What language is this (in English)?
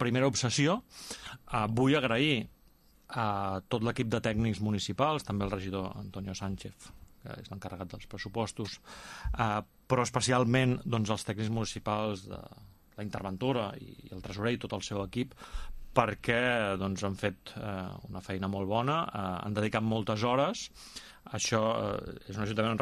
Catalan